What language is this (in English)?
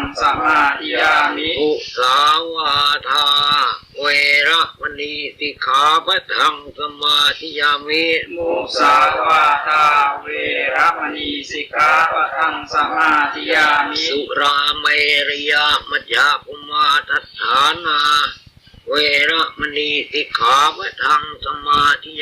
Pali